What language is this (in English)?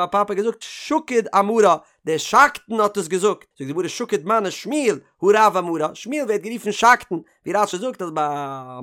Yiddish